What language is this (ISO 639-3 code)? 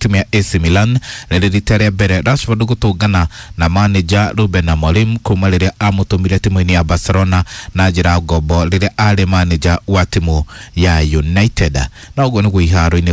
kik